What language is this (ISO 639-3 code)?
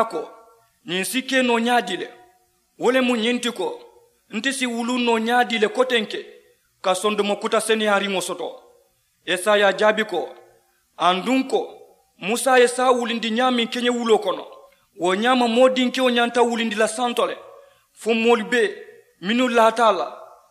man